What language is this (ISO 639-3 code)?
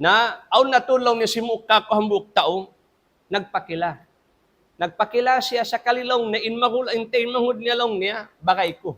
tsg